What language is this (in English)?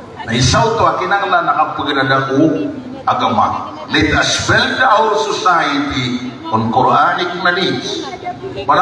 Maranao